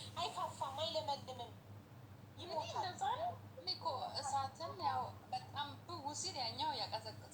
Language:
Amharic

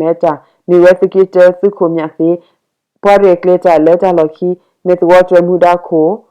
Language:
S'gaw Karen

